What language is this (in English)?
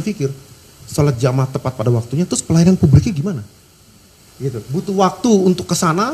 Indonesian